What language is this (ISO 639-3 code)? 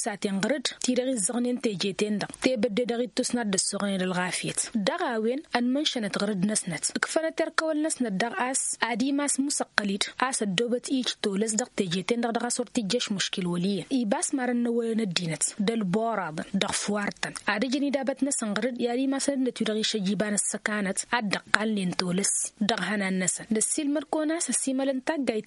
taq